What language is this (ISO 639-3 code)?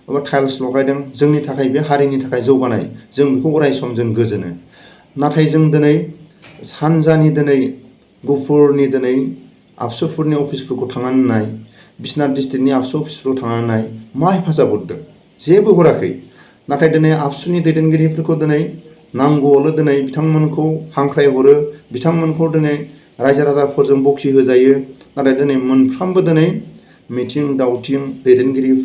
brx